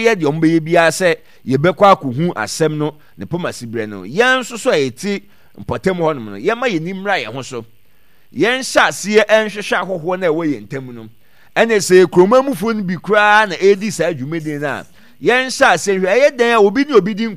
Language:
Akan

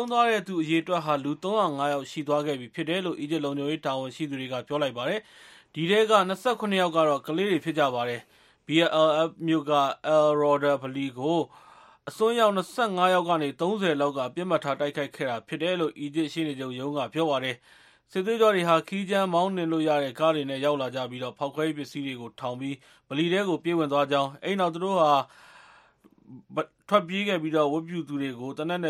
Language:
Burmese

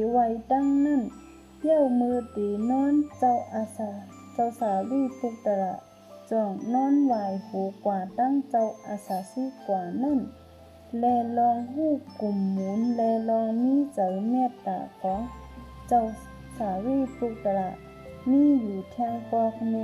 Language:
Shan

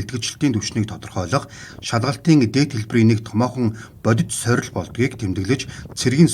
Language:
Mongolian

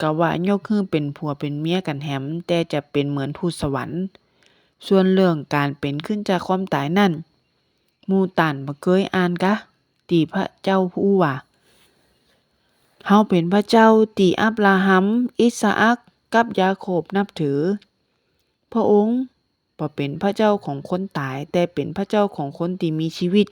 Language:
Northern Thai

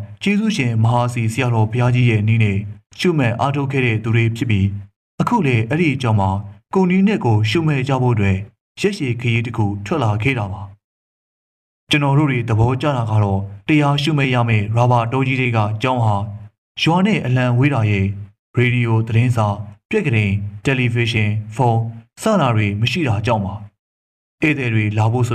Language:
Burmese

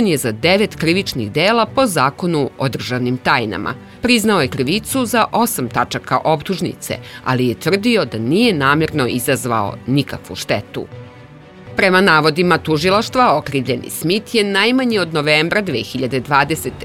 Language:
Serbian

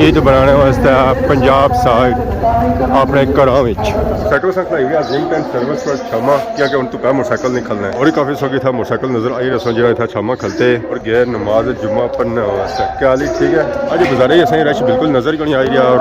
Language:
Pahari-Potwari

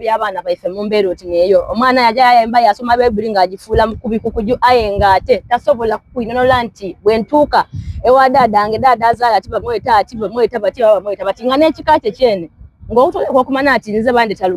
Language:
Soga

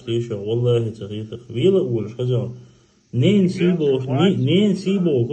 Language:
Chechen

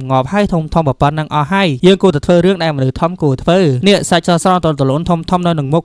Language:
Khmer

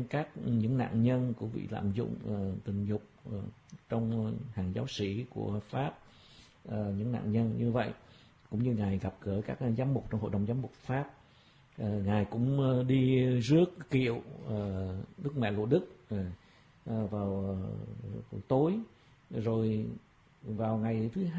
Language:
Vietnamese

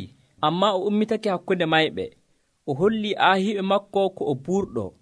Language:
Nigerian Fulfulde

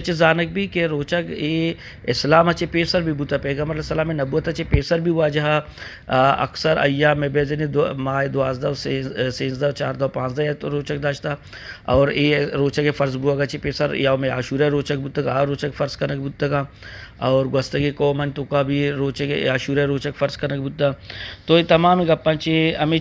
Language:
Eastern Balochi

